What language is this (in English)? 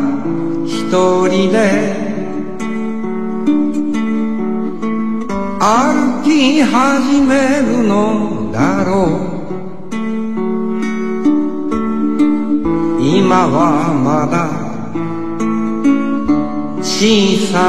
Japanese